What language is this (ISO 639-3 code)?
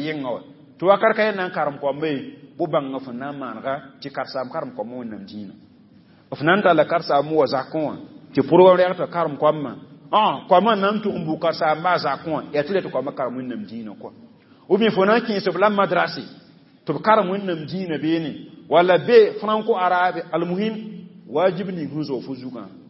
mos